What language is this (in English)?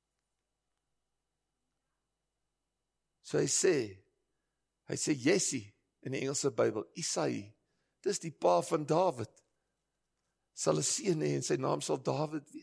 Afrikaans